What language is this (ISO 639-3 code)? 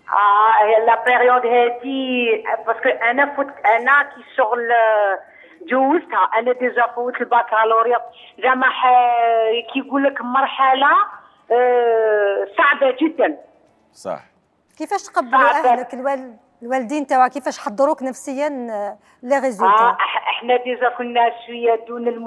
arq